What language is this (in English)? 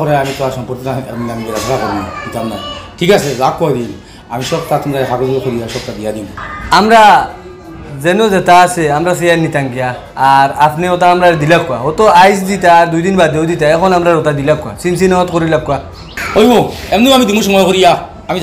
Sylheti